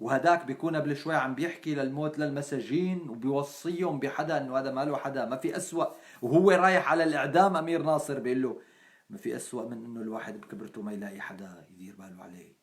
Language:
North Levantine Arabic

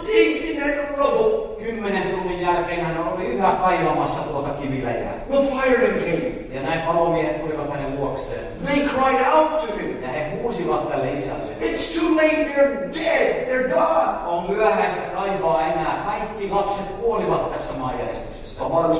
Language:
Finnish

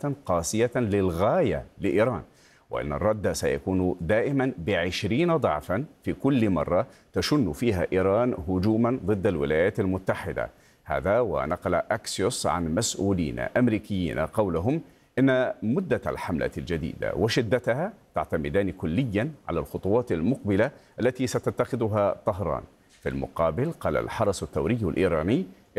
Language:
Arabic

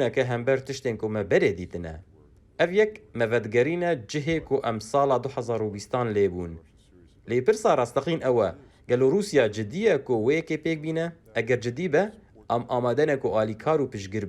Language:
Kurdish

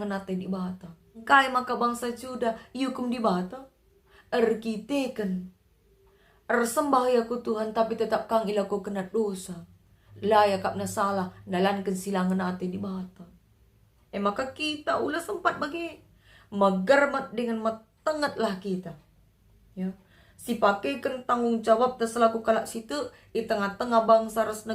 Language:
Batak Karo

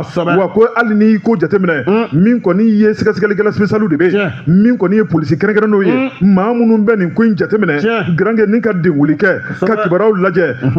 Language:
Bambara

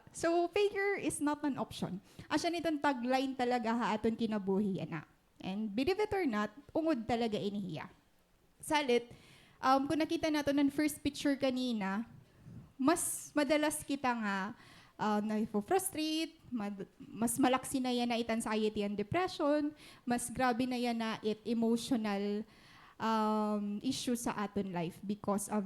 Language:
Waray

